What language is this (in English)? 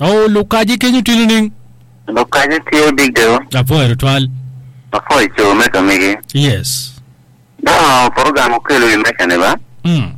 Acoli